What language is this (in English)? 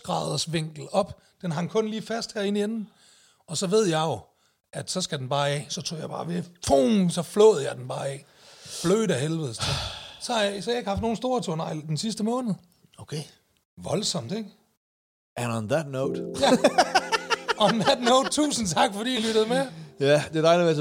Danish